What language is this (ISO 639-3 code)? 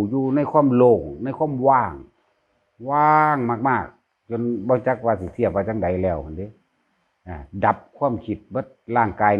tts